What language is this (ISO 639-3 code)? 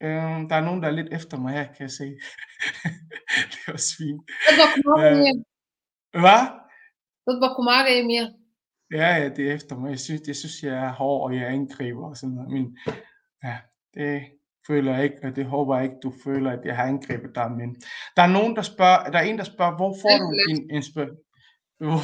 dan